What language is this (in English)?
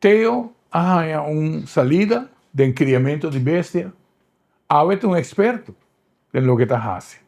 Papiamento